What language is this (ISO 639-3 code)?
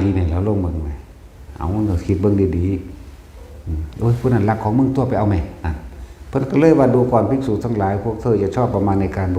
tts